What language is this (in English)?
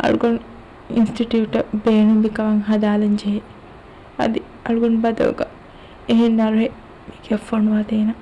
Divehi